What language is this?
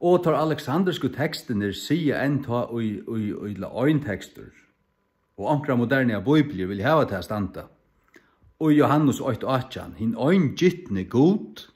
Faroese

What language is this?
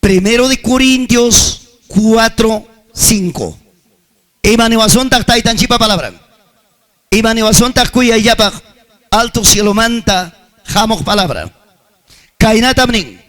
Ayacucho Quechua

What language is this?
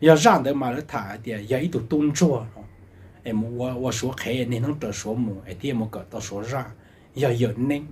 Hmong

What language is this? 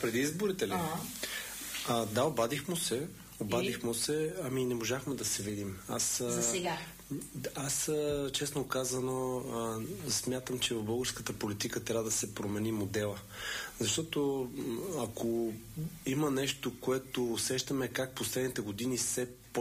Bulgarian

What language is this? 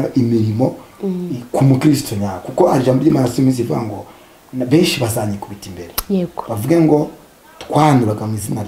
Kinyarwanda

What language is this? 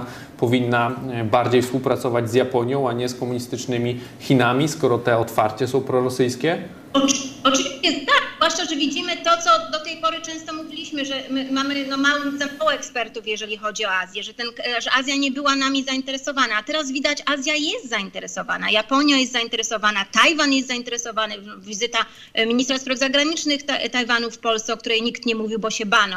Polish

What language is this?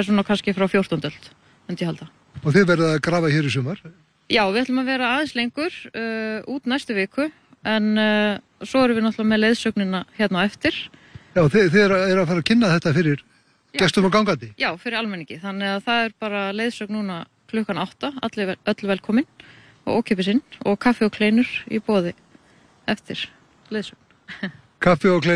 Icelandic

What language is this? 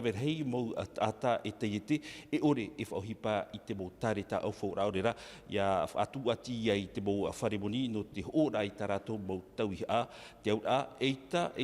Tahitian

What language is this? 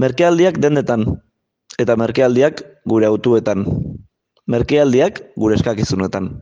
Basque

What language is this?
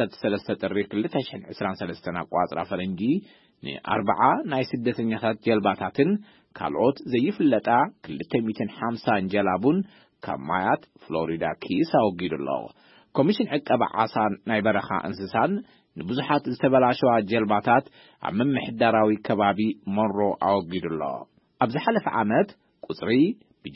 Tigrinya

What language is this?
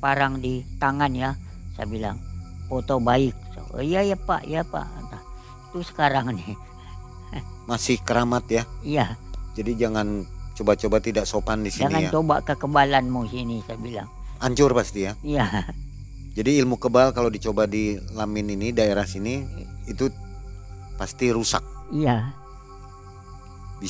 Indonesian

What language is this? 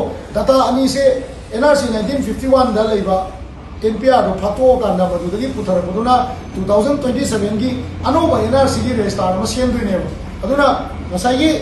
Manipuri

